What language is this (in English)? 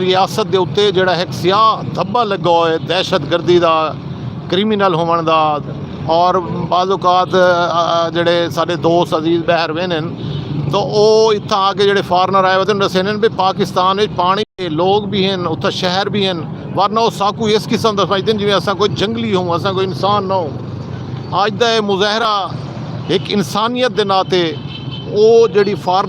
Saraiki